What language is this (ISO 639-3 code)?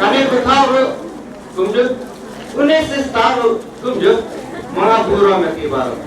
kha